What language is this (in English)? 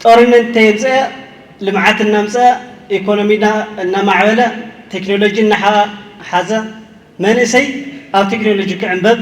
Tigrinya